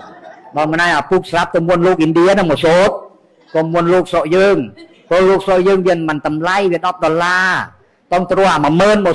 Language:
Khmer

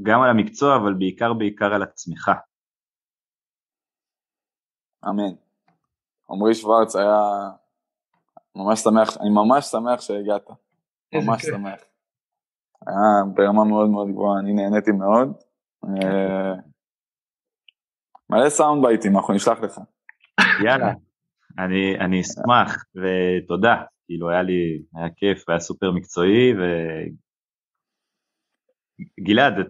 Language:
Hebrew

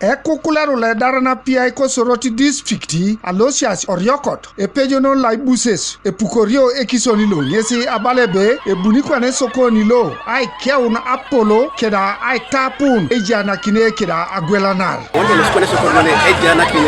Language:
Teso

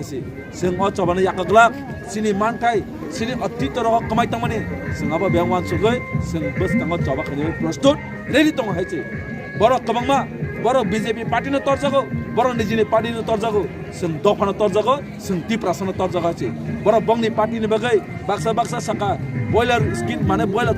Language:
Kok Borok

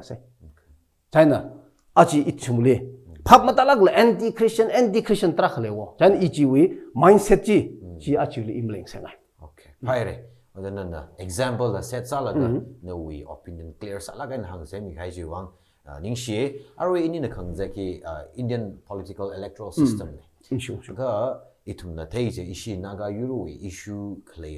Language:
Tangkhul Naga (India)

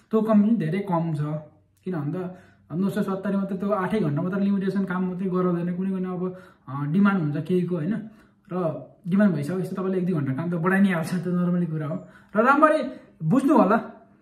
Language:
Nepali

